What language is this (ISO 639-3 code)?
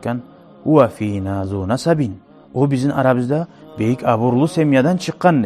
kum